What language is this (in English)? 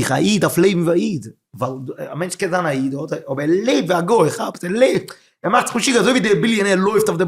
Yiddish